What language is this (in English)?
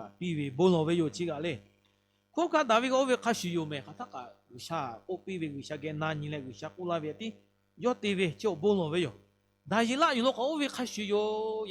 Lahu